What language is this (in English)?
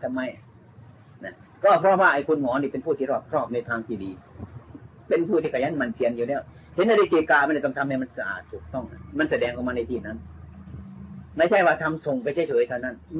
Thai